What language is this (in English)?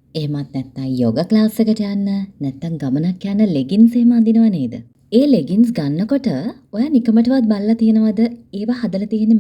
Sinhala